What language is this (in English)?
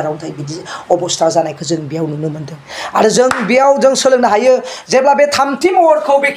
Bodo